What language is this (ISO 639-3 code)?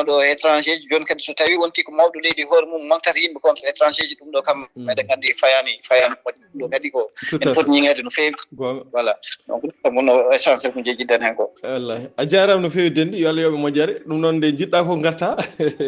ful